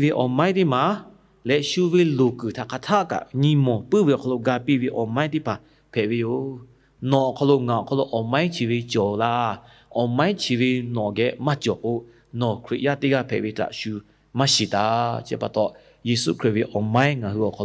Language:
Lahu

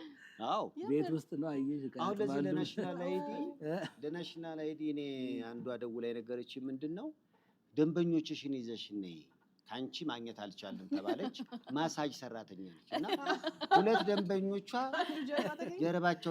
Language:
Amharic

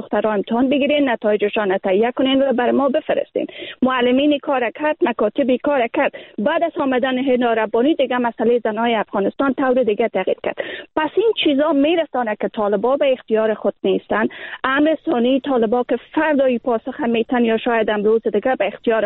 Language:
Persian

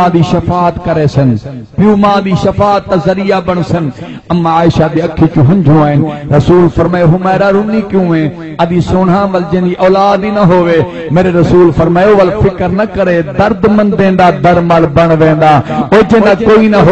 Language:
Saraiki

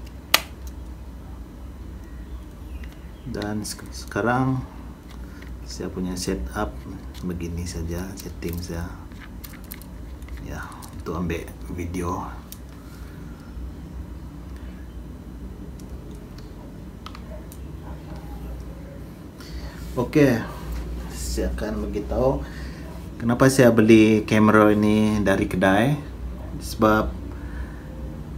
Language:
Malay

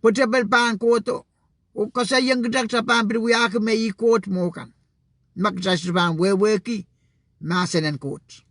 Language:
Pohnpeian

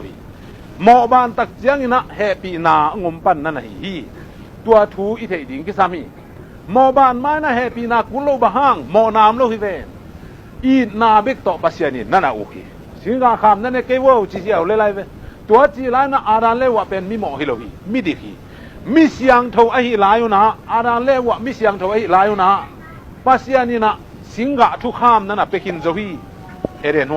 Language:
Tedim Chin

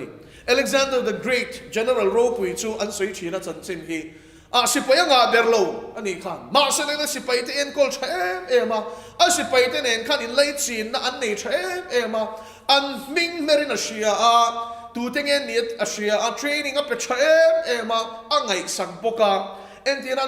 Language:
Mizo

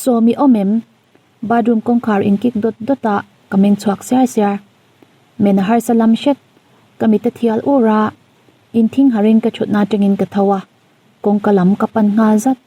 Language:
Mizo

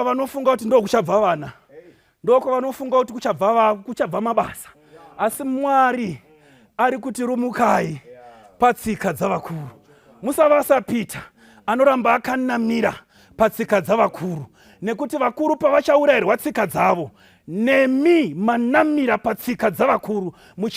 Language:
Shona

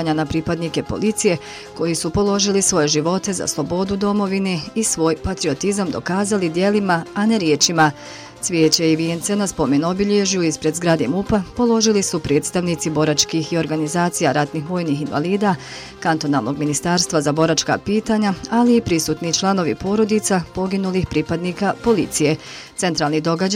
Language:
Bosnian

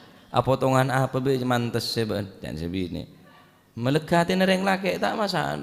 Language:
Madurese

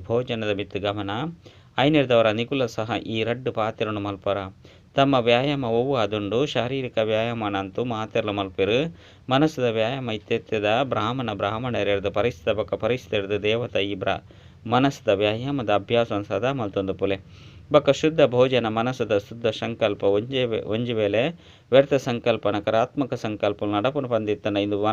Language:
Tulu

